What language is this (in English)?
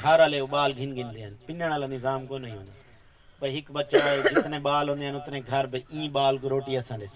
Saraiki